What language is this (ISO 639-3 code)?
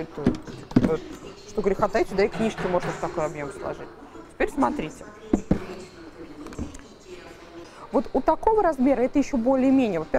rus